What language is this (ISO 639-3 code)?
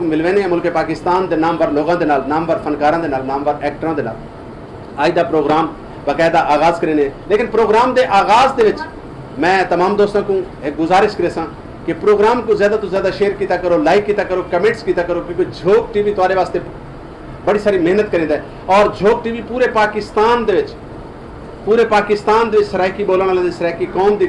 skr